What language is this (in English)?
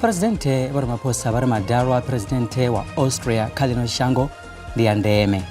Venda